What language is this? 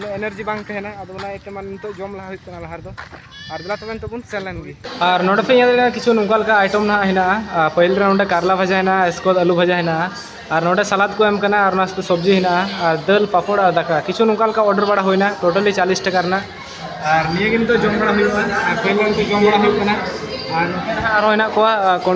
Santali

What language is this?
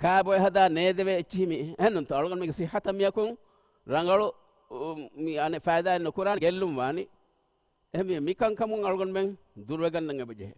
Divehi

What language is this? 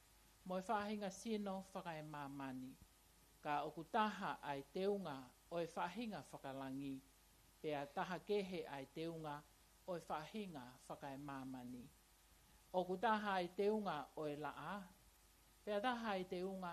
Tongan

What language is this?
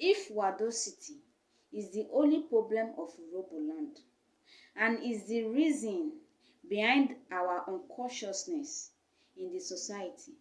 Urhobo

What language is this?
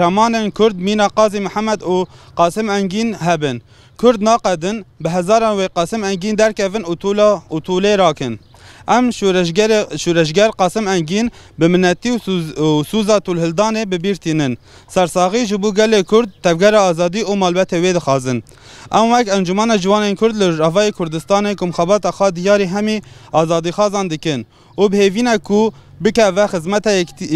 Kurdish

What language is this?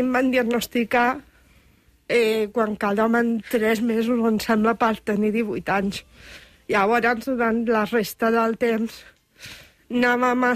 Catalan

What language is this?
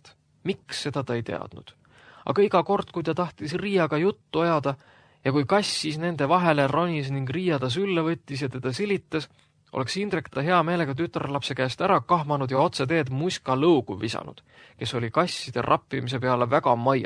Estonian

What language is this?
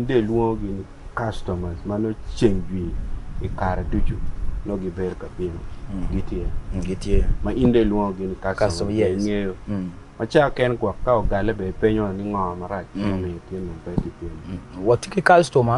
Acoli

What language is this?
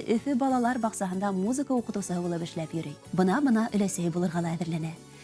Bashkir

